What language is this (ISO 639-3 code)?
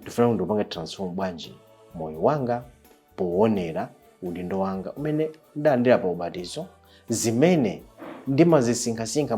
nya